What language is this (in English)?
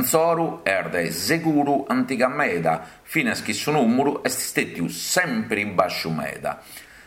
Sardinian